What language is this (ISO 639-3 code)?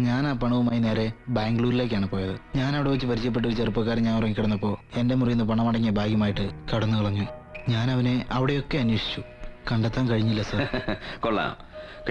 mal